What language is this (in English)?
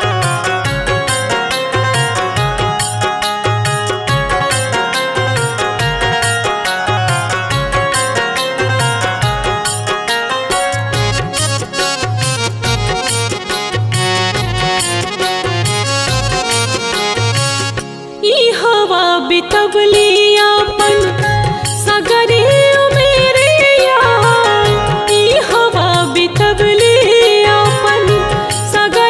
Bhojpuri